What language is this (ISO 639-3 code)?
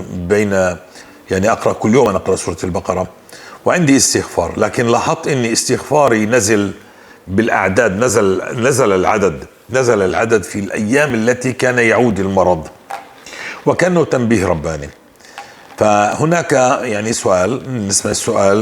apc